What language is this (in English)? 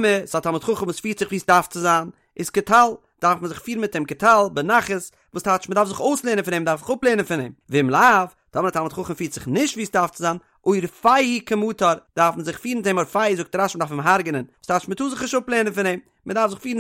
Yiddish